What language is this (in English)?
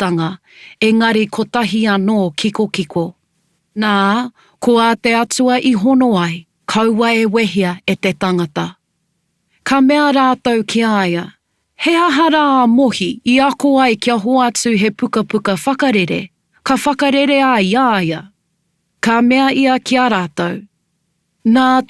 Māori